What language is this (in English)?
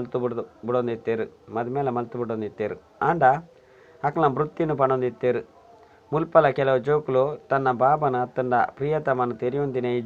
Tulu